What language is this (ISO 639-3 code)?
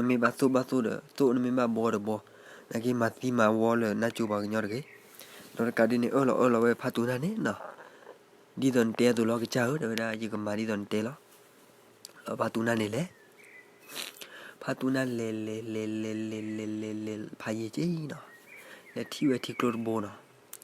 ksw